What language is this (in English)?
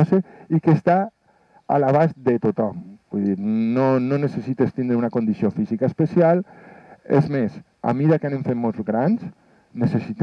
Catalan